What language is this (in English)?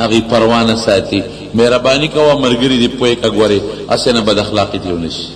Pashto